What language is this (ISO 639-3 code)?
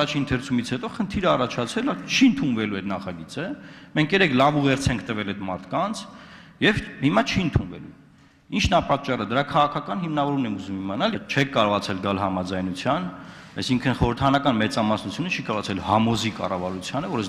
hye